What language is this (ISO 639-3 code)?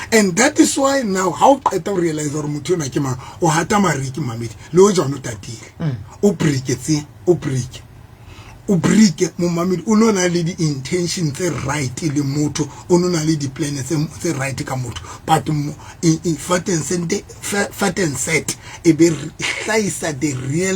sot